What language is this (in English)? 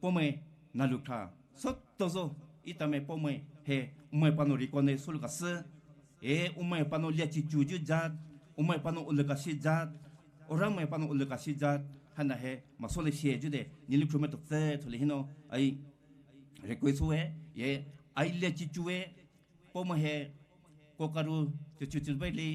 Poumei Naga